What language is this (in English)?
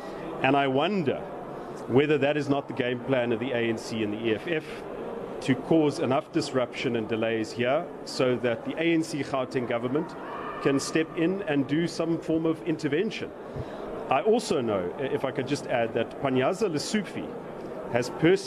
English